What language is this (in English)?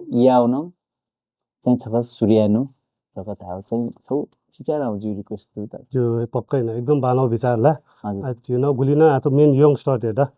Newari